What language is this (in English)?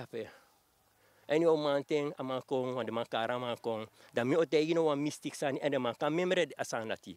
Sranan Tongo